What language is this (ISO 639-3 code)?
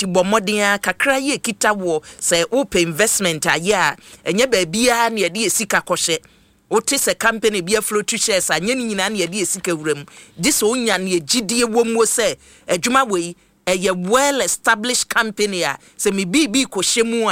aka